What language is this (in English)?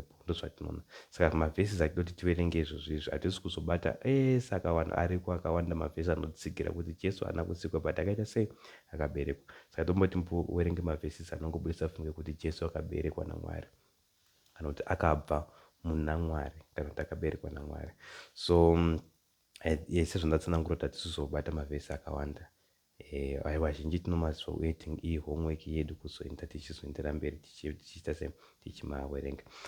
Shona